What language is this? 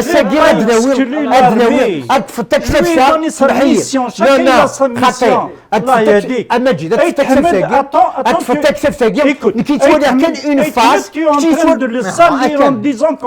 Kabyle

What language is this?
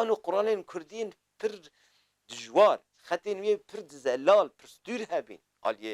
Kurdish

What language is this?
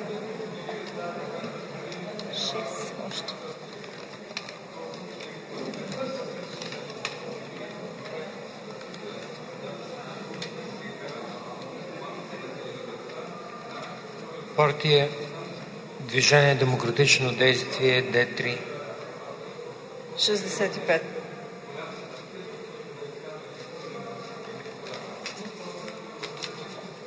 Bulgarian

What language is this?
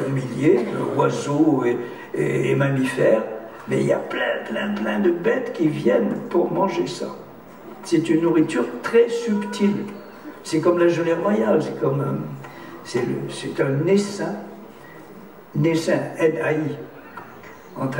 French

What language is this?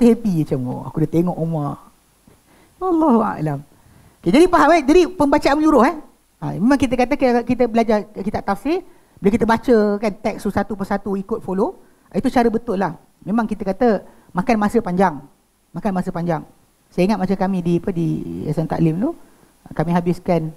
Malay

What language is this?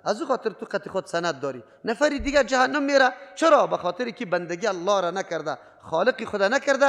Persian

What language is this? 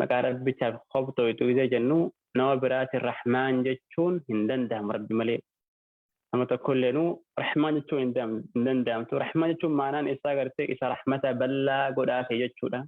Oromo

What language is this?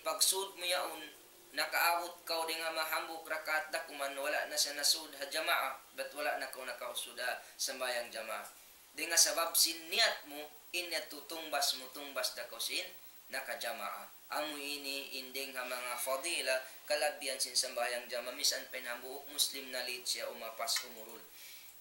Tausug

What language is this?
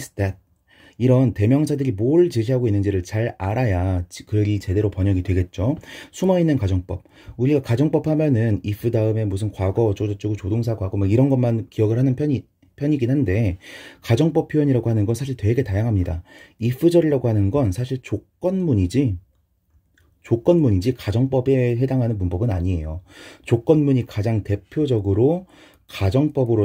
Korean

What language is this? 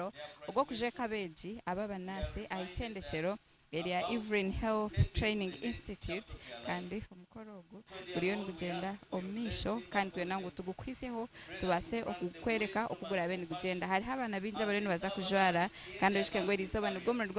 Nyankole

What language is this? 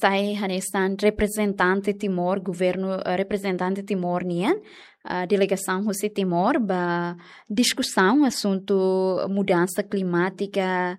Tetum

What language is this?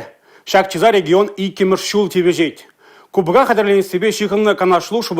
Chuvash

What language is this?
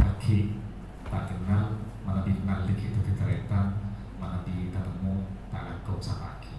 Madurese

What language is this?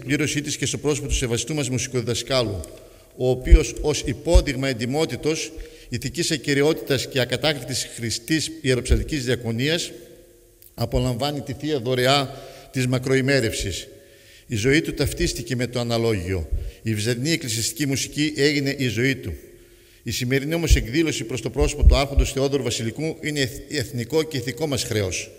Greek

